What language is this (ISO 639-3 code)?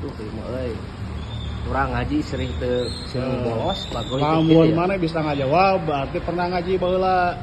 sun